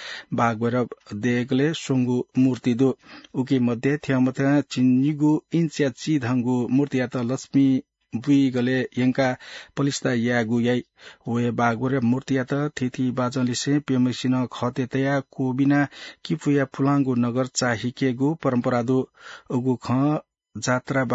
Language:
Newari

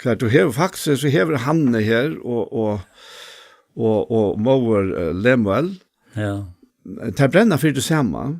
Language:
Faroese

